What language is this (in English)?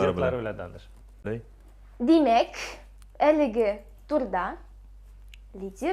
Tatar